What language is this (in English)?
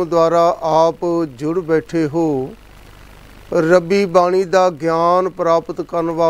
Punjabi